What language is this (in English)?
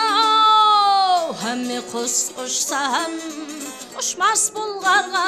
Kara-Kalpak